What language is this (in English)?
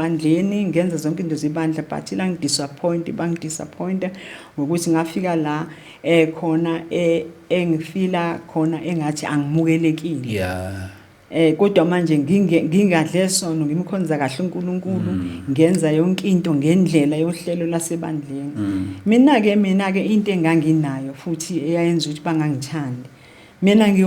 Zulu